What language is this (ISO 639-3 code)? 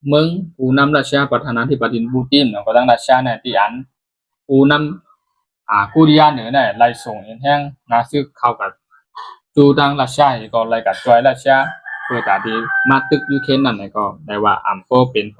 shn